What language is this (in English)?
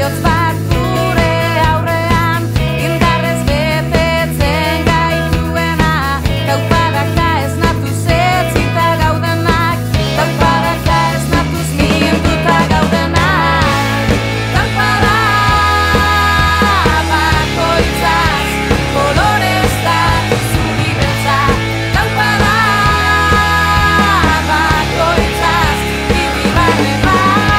Basque